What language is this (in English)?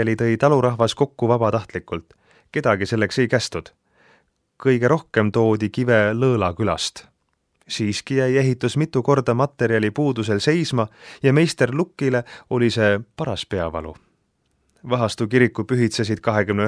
Estonian